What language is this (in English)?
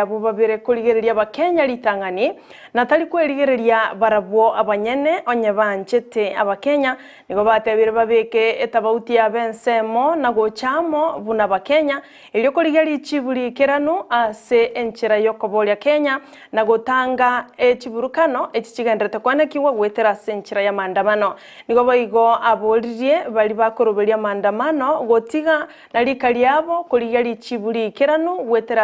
Gusii